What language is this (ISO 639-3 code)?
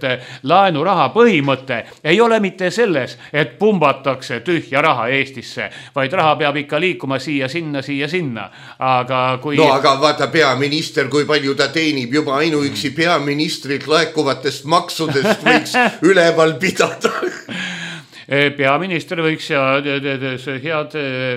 est